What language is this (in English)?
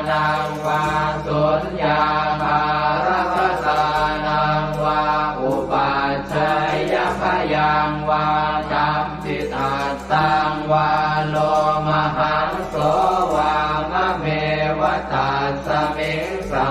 Pali